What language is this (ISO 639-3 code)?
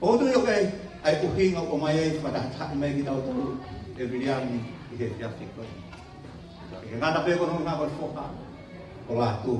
ton